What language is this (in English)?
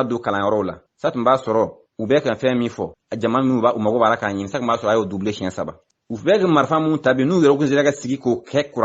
Bambara